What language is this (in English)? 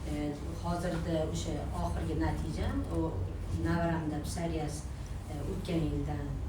Uzbek